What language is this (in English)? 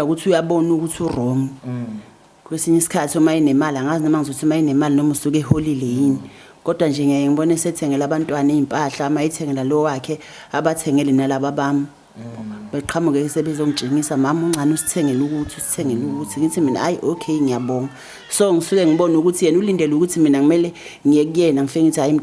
Zulu